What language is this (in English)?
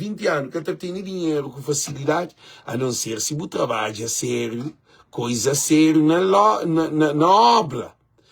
Kabuverdianu